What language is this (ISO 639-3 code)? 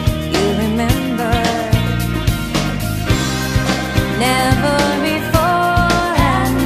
eng